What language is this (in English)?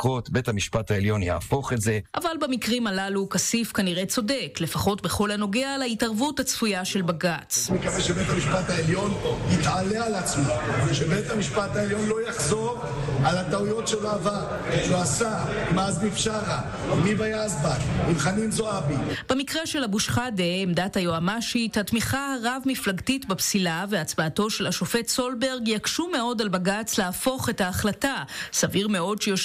Hebrew